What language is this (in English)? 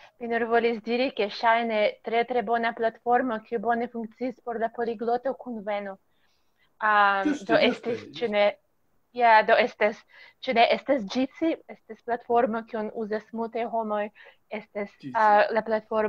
Esperanto